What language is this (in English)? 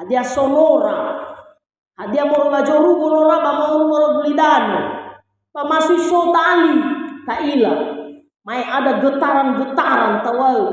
Nias